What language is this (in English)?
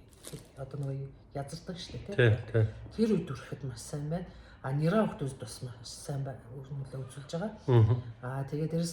Mongolian